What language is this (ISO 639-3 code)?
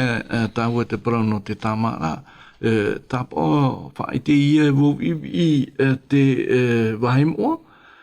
tah